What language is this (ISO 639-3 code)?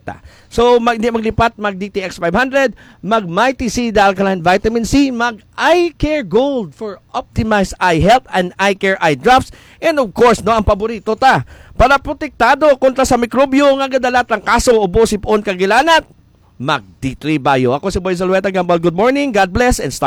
hil